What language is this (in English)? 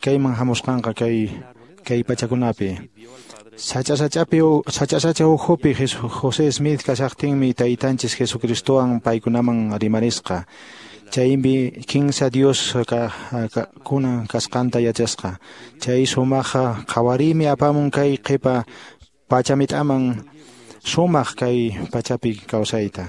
Quechua